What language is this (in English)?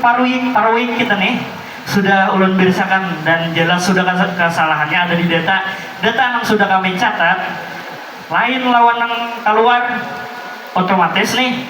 Banjar